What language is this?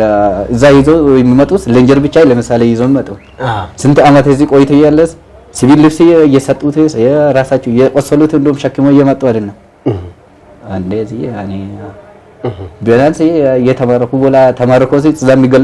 Amharic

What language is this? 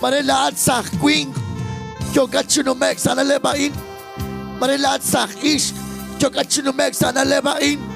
Kekchí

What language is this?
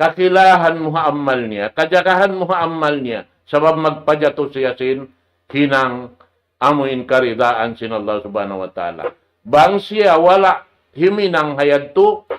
Tausug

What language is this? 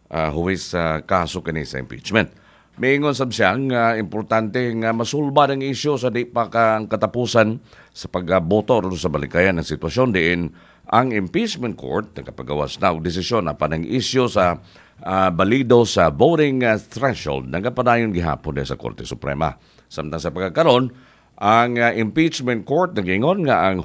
Cebuano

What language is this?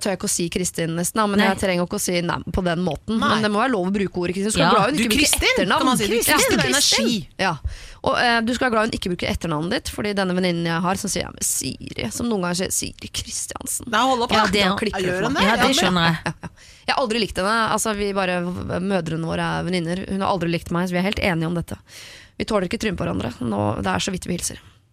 Norwegian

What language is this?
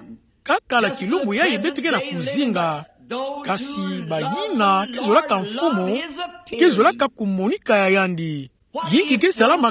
Kituba (Democratic Republic of Congo)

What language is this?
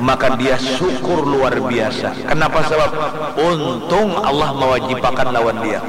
Banjar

